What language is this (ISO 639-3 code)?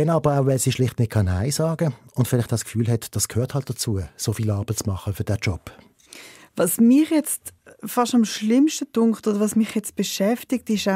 gsw